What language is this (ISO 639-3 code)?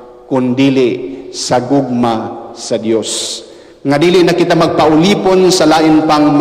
ceb